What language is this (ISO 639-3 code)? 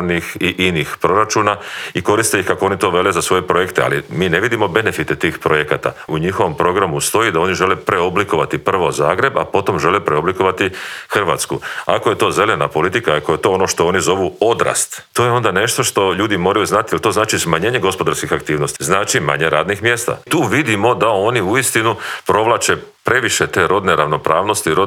hrv